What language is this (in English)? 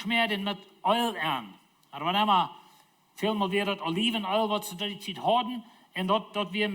Plautdietsch